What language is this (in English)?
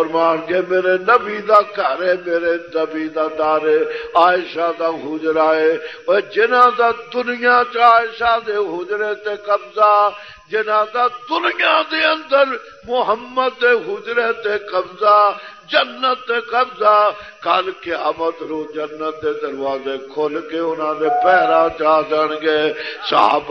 Western Panjabi